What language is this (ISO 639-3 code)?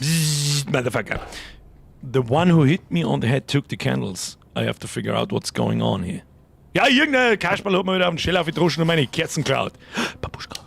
bar